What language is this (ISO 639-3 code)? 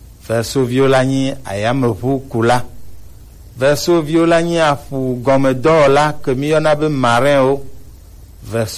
gej